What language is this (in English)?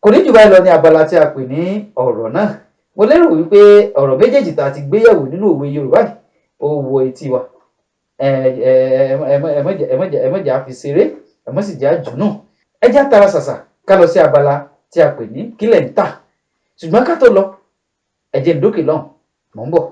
Yoruba